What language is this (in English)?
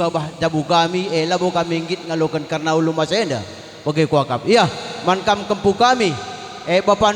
Batak Karo